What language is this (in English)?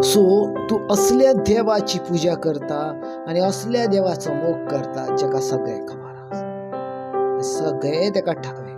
Konkani